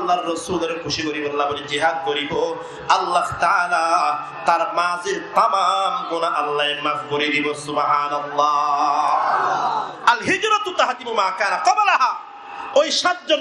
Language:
Rohingya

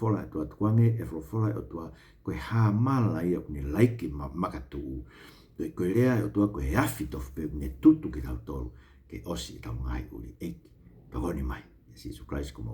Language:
Tongan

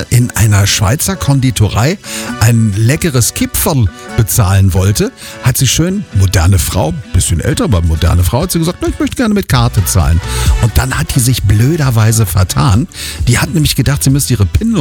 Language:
German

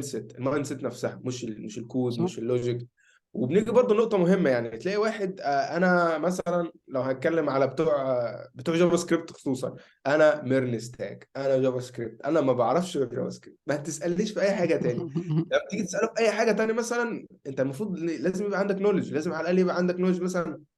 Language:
Egyptian Arabic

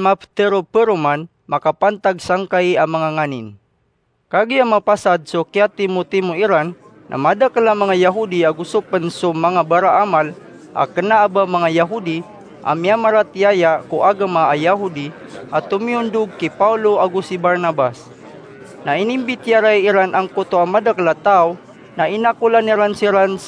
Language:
Maranao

